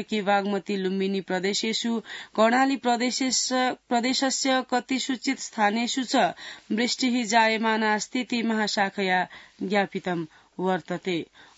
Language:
Sanskrit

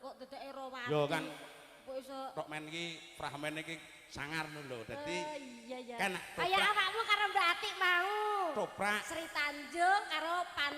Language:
Javanese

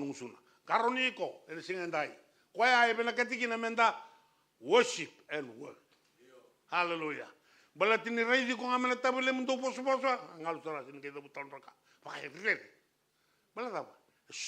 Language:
Fijian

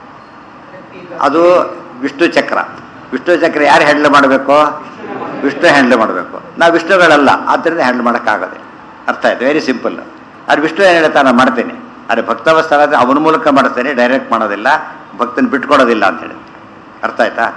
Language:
Kannada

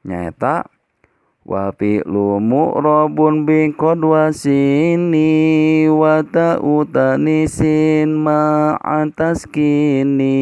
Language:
Sundanese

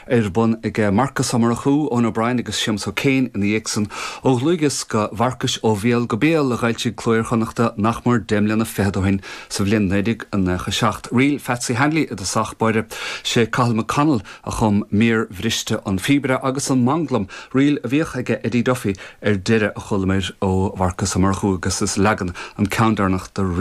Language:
Irish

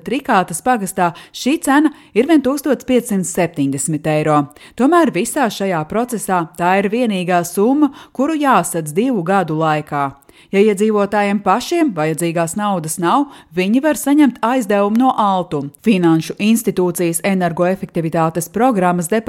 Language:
Latvian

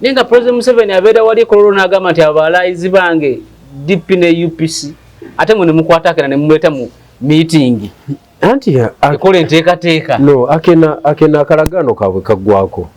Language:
Ganda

